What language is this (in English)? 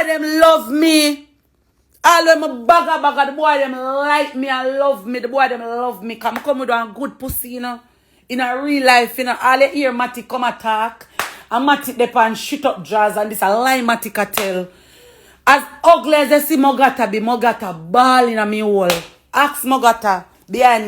Jamaican Creole English